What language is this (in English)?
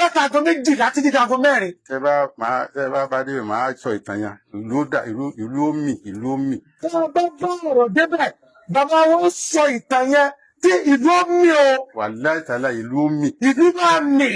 Yoruba